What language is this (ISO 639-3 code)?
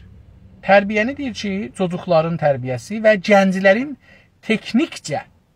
azb